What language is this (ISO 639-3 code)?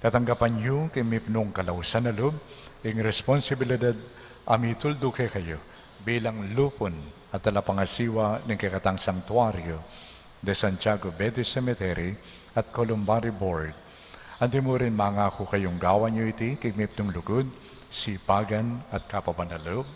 pam